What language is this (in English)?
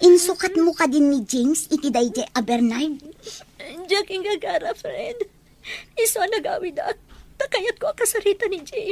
Iloko